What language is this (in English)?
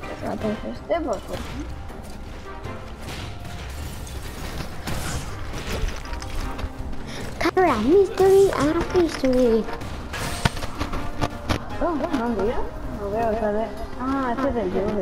Spanish